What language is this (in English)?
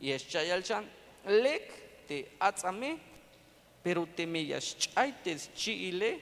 Tzeltal